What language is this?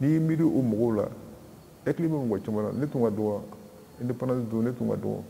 Bambara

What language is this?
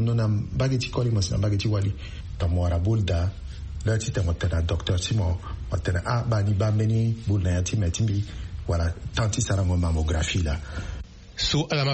Sango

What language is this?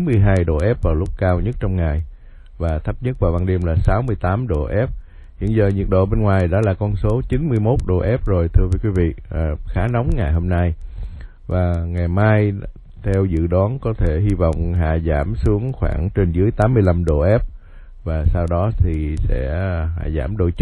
Vietnamese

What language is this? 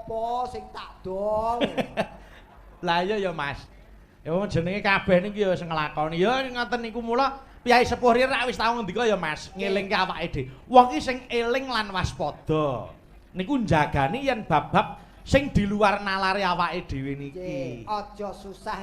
Javanese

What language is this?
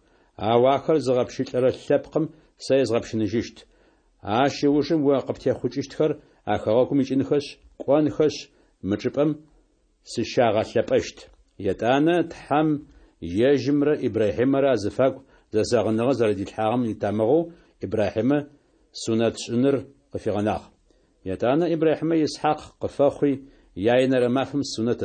Adyghe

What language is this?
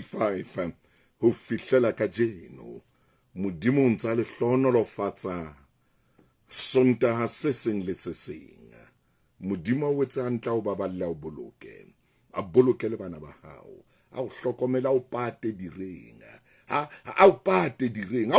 Southern Sotho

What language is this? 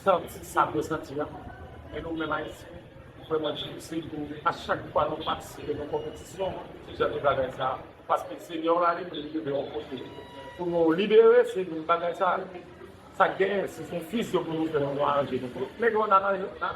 Haitian Creole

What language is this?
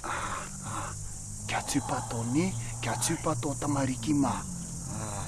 Māori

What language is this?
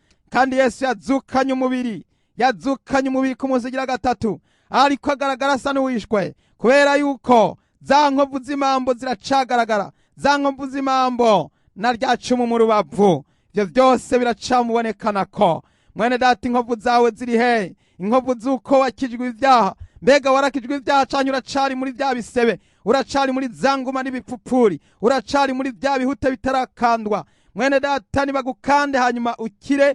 Rundi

